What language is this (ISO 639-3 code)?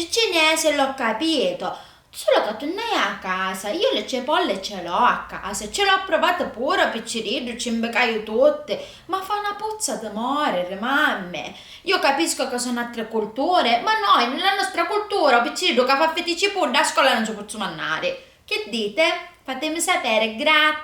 scn